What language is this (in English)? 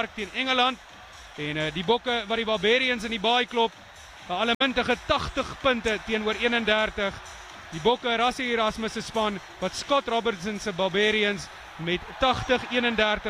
Afrikaans